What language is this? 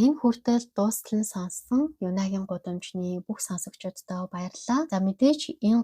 Mongolian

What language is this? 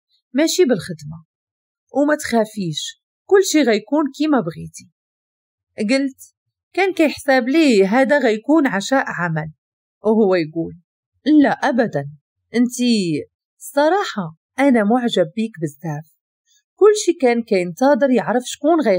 Moroccan Arabic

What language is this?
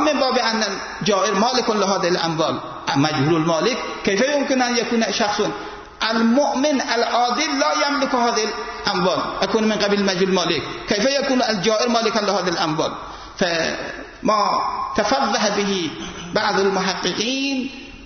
Persian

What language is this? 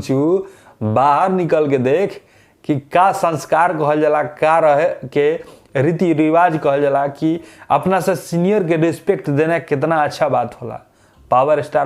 Bhojpuri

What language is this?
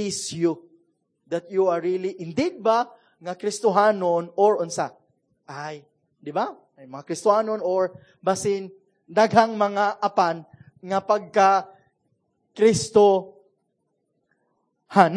Cebuano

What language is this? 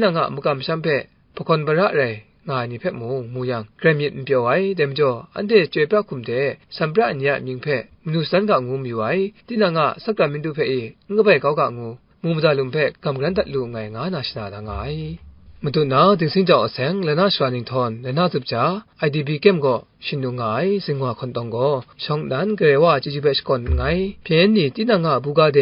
Kachin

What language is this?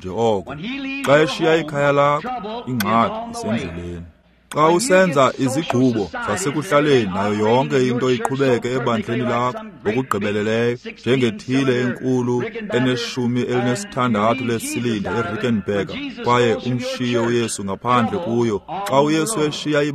Xhosa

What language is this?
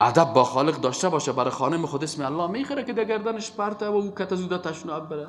Persian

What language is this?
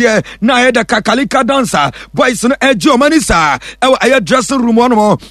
Akan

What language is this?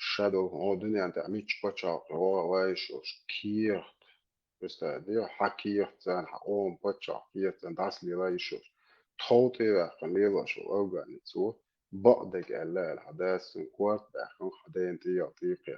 Chechen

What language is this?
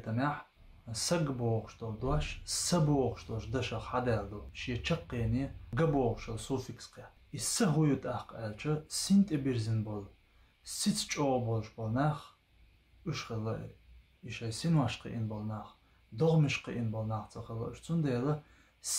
Chechen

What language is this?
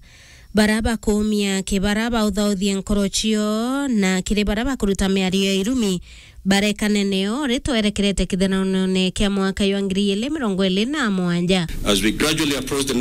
Meru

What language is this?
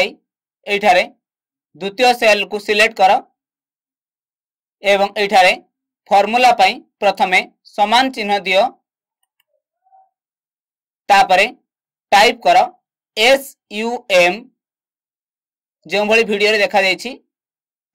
Odia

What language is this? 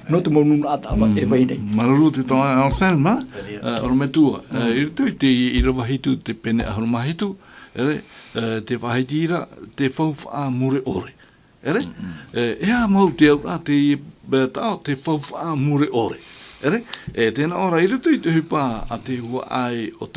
Tahitian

